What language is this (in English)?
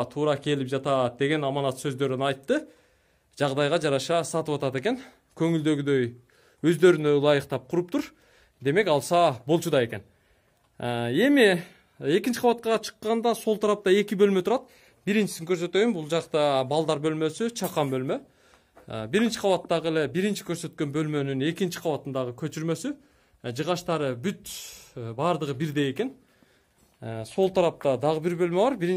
Kyrgyz